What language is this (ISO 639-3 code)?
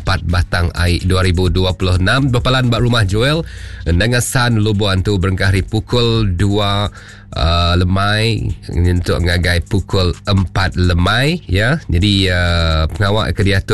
iba